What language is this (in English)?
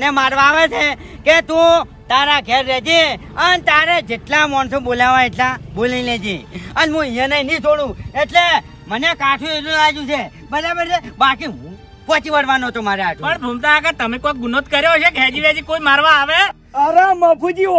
Gujarati